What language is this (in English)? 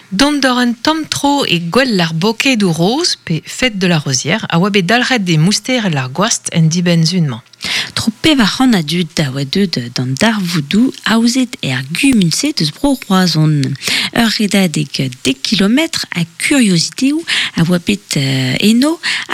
Breton